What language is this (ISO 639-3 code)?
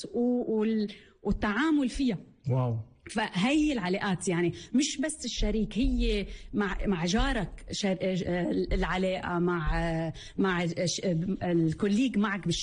apc